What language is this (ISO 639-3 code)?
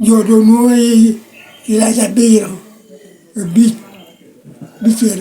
laj